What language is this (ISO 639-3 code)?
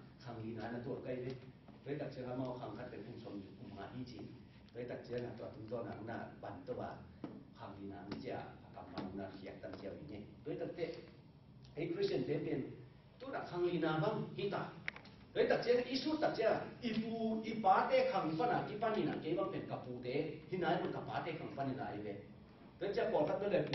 ctd